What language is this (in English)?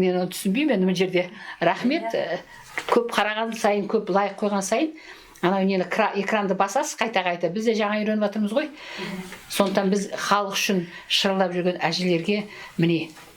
Kazakh